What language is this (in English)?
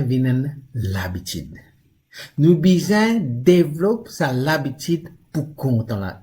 Morisyen